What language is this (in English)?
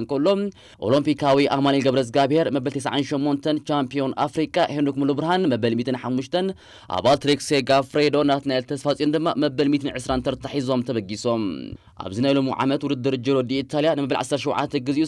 Tigrinya